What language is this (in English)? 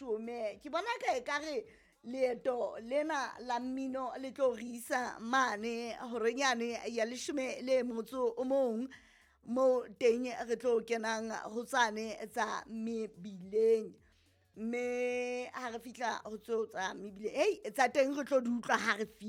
Southern Sotho